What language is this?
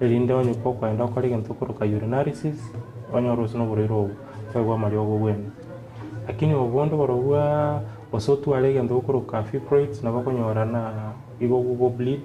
Gusii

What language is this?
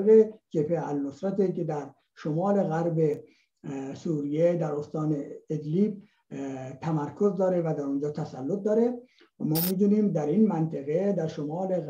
Persian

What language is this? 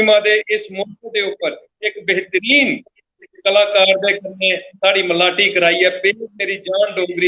Dogri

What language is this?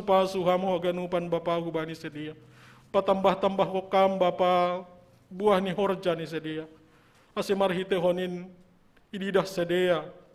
Batak Simalungun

